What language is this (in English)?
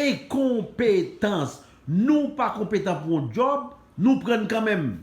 Haitian Creole